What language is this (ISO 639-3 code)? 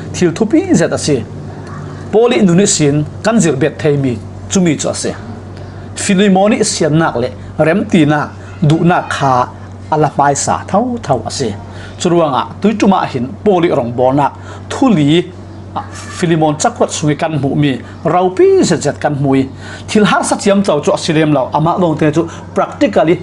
cfm